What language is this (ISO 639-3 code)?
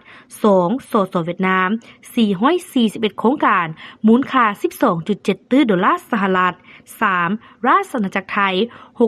lao